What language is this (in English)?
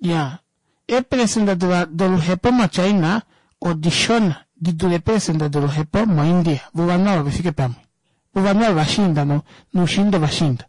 Kuanyama